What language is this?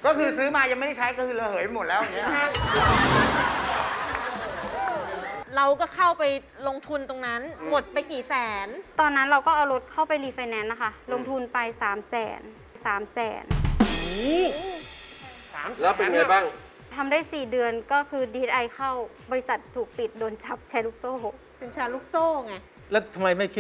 Thai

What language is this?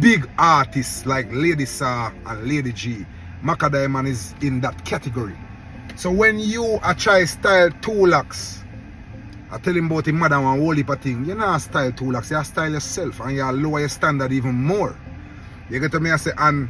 Jamaican Creole English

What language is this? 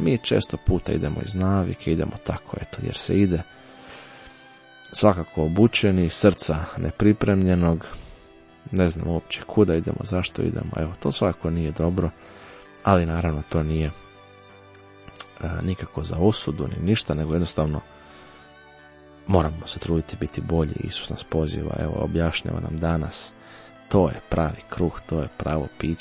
Croatian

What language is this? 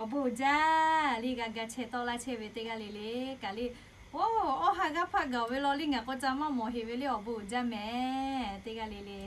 Lahu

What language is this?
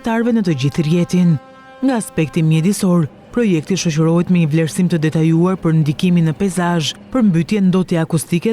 Albanian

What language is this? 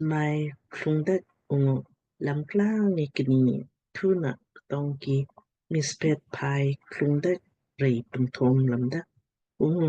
Lamkang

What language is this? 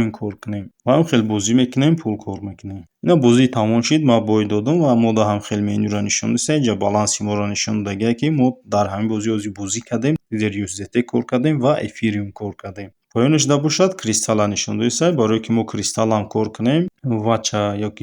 Tajik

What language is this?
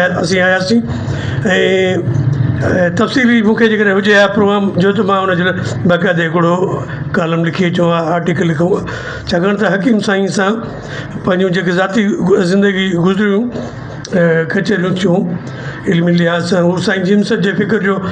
Sindhi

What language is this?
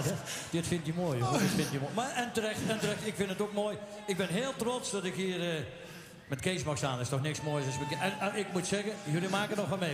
Dutch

